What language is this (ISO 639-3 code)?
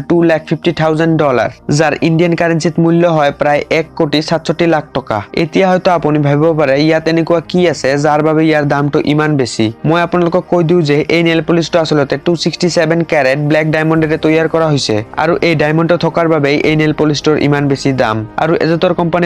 asm